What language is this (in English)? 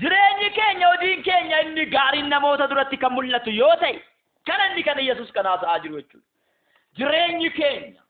Oromo